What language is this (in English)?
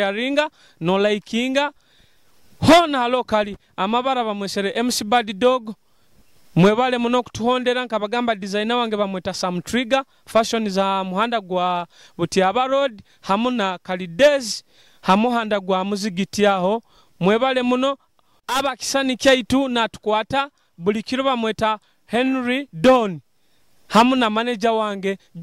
Nyoro